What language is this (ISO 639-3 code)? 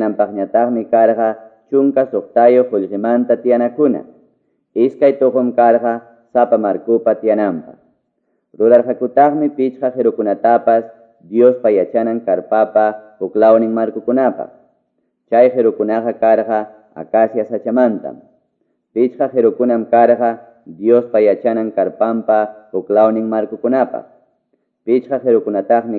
que